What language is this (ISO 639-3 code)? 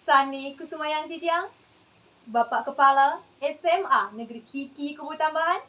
ban